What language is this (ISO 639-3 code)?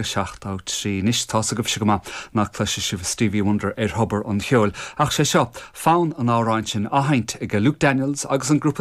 gle